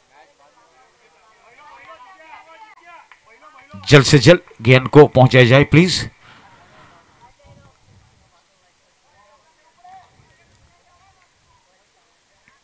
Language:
Hindi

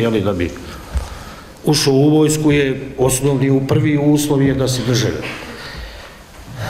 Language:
Bosnian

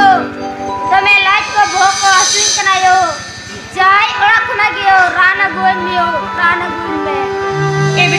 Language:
Santali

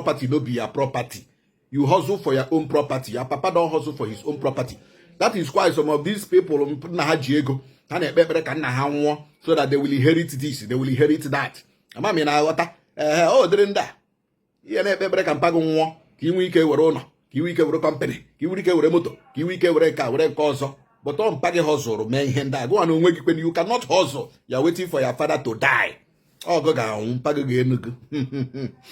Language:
Igbo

